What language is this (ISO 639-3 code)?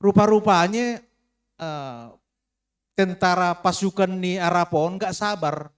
bts